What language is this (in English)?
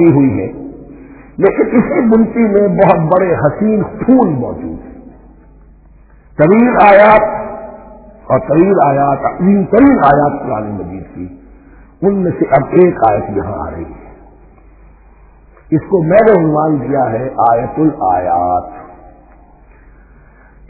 Urdu